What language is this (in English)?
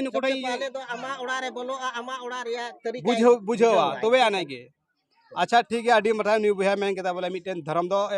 Santali